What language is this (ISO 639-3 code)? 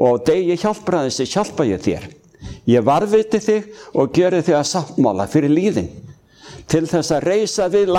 isl